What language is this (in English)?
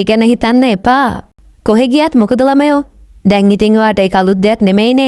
Sinhala